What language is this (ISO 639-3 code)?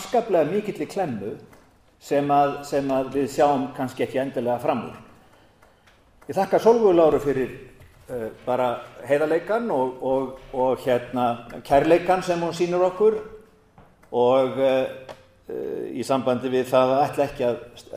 isl